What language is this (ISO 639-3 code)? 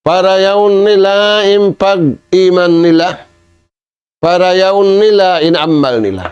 tsg